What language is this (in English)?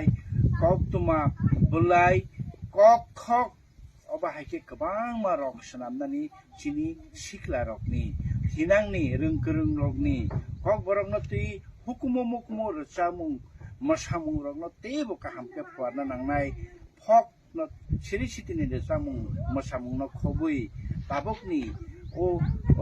Kok Borok